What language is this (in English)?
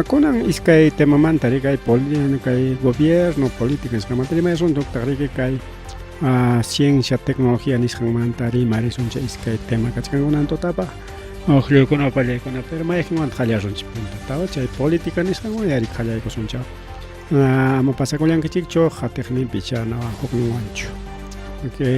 Ayacucho Quechua